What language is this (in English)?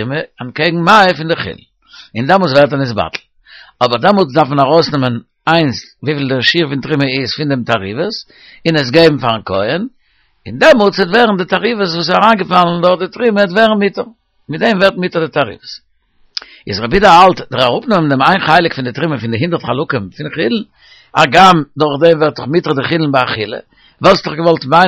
Yiddish